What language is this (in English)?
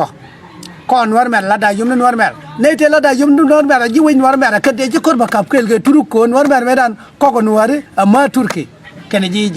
Nuer